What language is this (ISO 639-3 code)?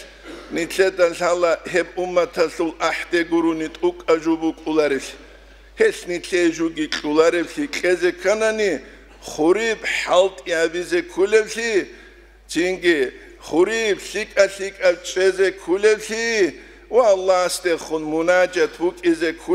ava